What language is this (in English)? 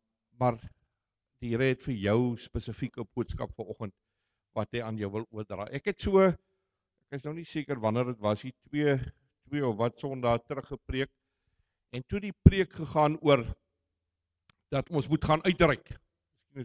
Afrikaans